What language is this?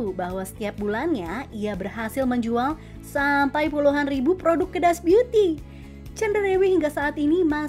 Indonesian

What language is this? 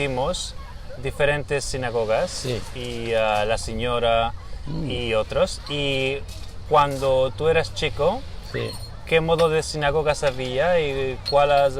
Ladino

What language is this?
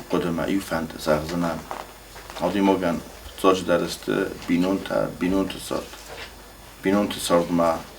Ossetic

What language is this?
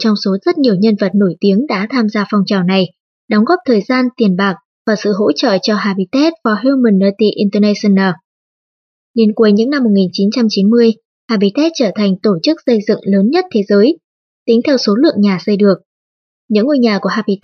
Vietnamese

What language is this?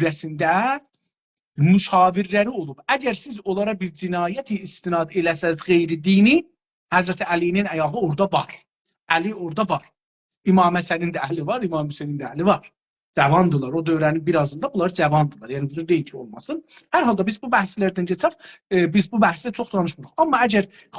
South Azerbaijani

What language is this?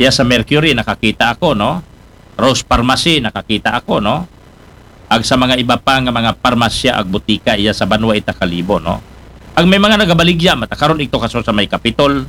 Aklanon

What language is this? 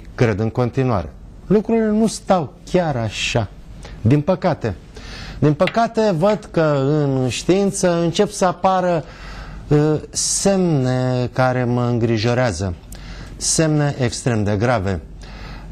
Romanian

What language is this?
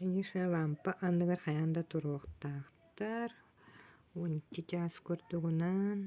Yakut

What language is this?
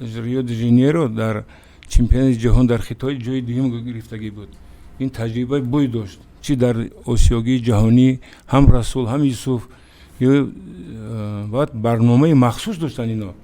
Tajik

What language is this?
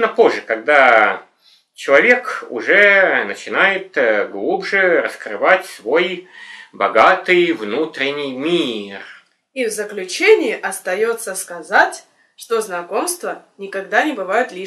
Russian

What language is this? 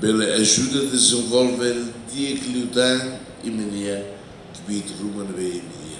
Tetum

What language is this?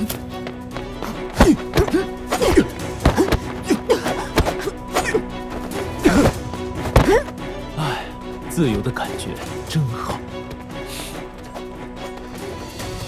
Chinese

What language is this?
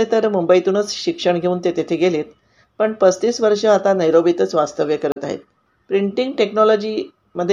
Marathi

